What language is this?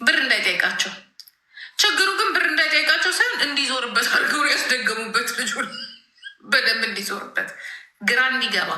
Amharic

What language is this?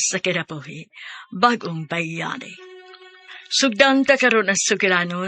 Cebuano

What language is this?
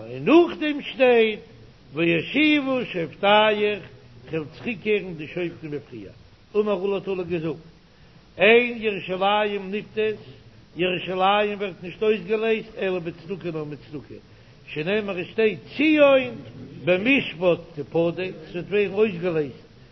Yiddish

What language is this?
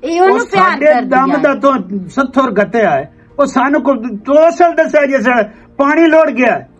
Western Panjabi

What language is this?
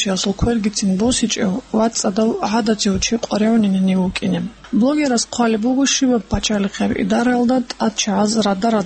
Avaric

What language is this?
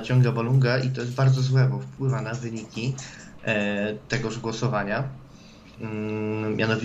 Polish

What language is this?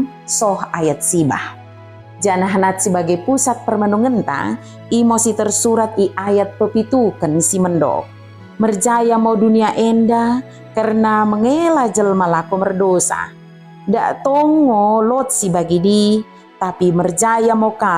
Batak Dairi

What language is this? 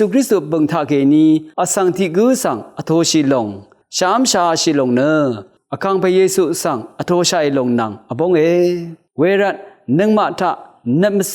Rawang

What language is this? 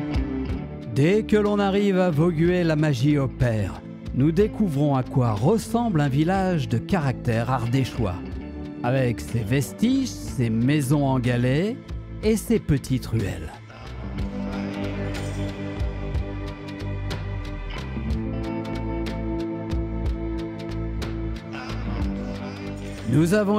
French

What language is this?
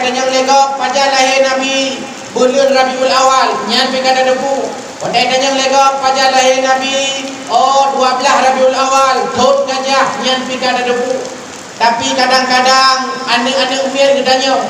Achinese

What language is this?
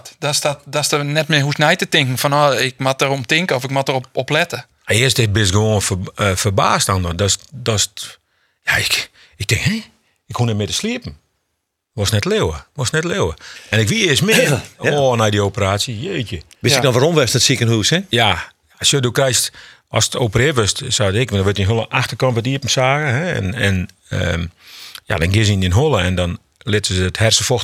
Western Frisian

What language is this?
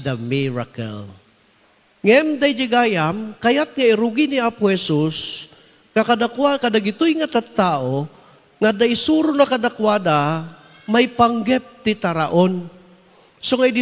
Iloko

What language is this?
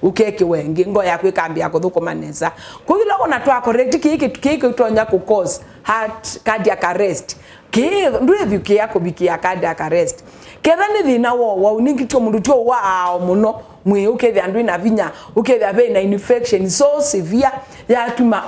Kamba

